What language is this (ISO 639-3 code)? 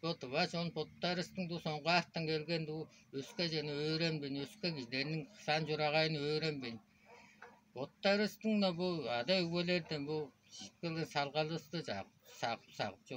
tyv